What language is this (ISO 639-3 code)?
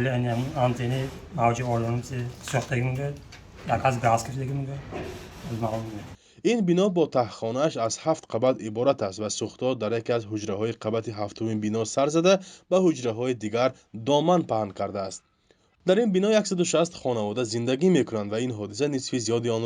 tgk